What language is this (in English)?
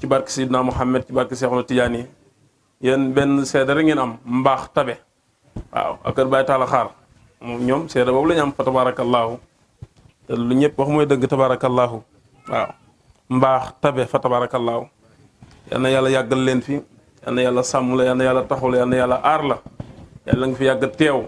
Wolof